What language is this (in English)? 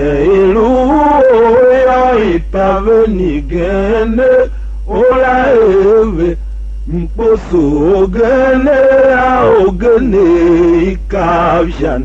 Tiv